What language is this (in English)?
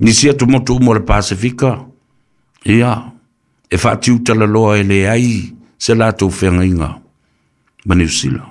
Samoan